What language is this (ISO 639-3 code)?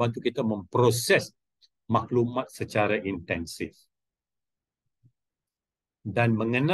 msa